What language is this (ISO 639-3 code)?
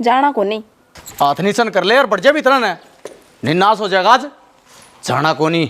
bgc